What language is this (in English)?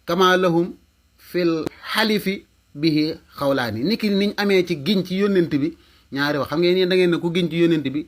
Wolof